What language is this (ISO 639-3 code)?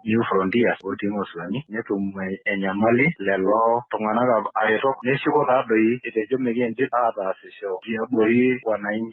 mas